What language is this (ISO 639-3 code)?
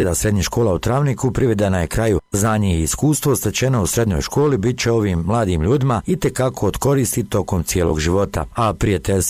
bos